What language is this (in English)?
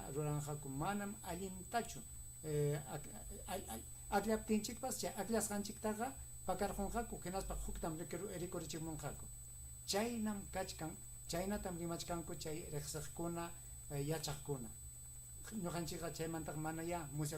Ayacucho Quechua